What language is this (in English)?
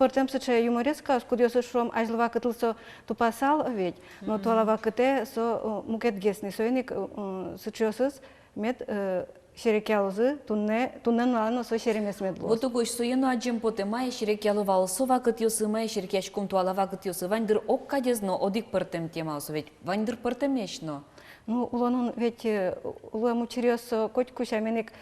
Udmurt